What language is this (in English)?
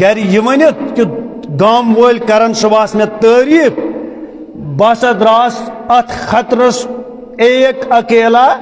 Kashmiri